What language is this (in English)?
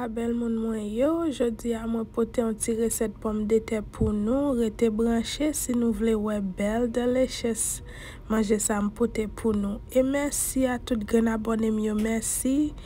Haitian Creole